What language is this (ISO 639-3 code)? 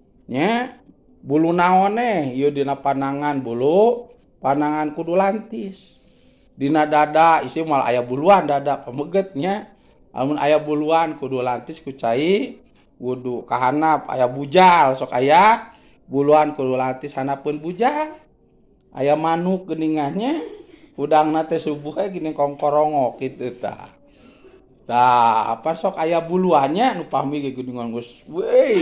sun